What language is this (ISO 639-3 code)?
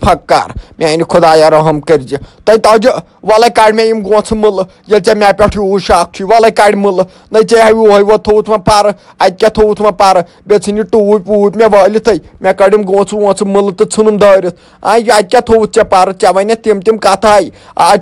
kas